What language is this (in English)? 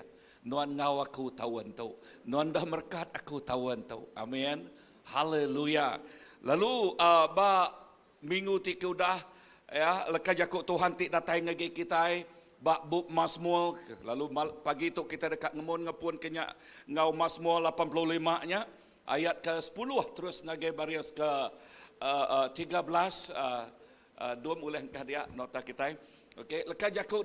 Iban